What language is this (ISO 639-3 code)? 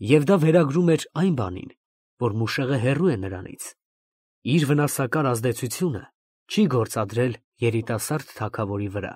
hye